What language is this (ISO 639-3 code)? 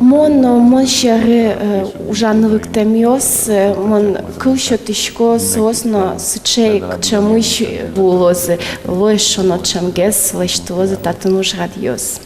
udm